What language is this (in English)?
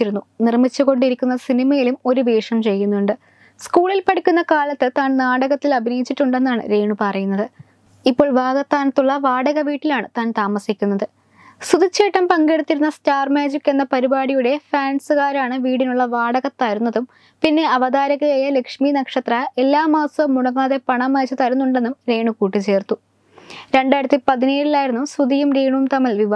Malayalam